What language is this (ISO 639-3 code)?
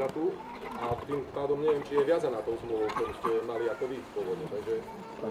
slk